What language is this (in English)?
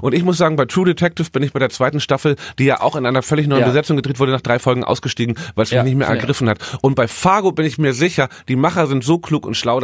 German